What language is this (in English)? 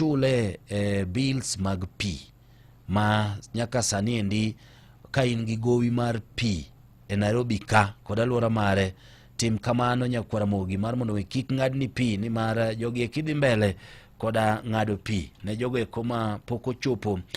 Luo (Kenya and Tanzania)